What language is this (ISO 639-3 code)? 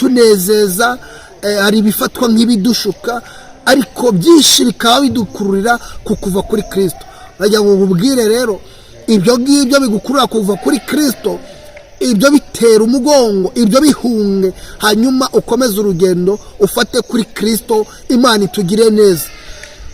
kin